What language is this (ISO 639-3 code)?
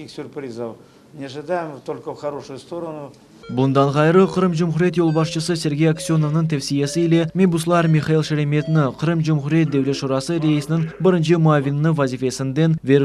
crh